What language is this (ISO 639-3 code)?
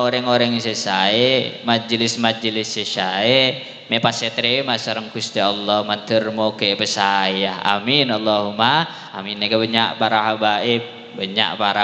mad